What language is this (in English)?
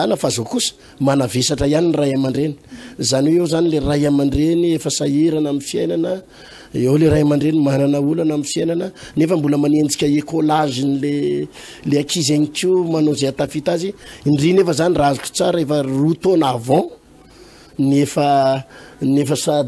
Malagasy